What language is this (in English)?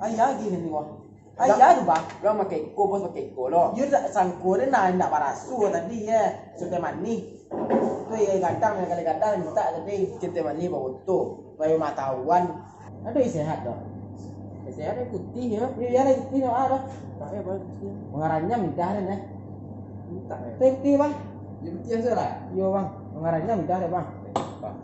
Minangkabau